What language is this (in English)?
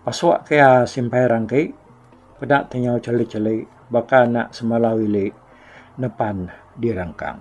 Iban